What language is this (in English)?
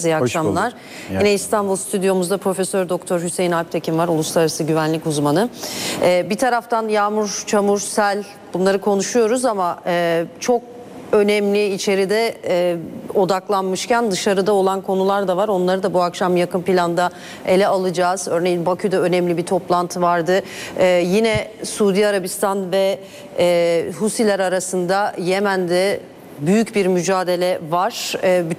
Turkish